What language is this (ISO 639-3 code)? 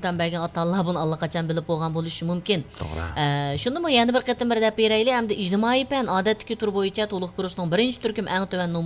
uig